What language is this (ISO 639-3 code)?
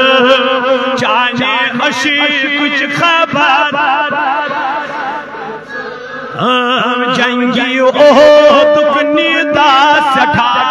kas